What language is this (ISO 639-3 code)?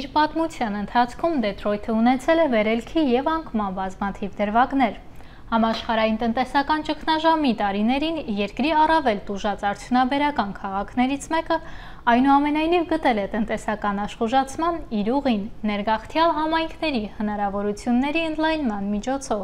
hye